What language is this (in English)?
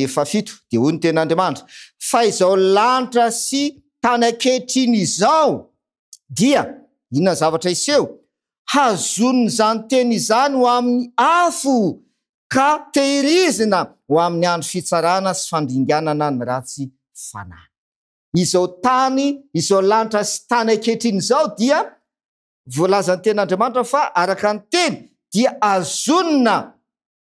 Malagasy